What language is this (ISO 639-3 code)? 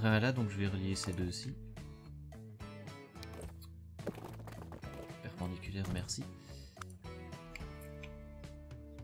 fra